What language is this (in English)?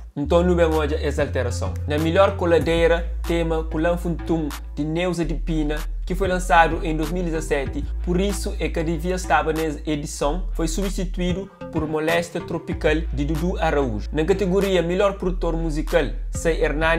Kabuverdianu